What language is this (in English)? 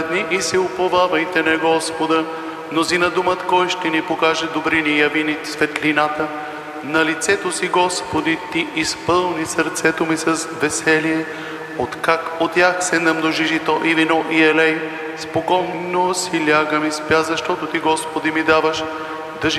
Bulgarian